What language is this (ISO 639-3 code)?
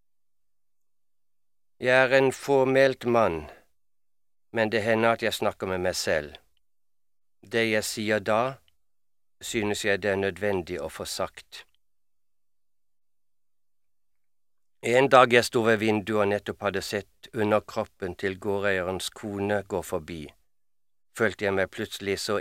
nor